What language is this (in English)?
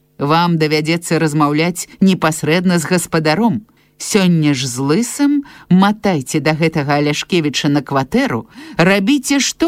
Belarusian